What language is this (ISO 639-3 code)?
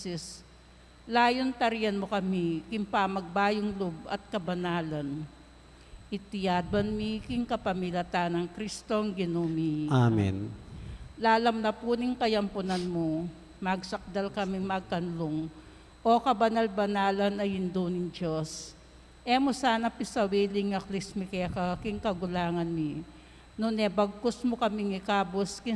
pam